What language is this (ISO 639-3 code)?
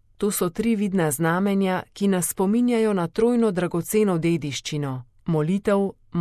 slv